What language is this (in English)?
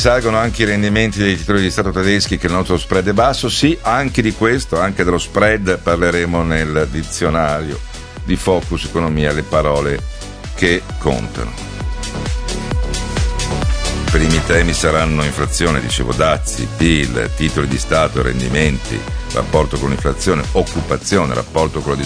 Italian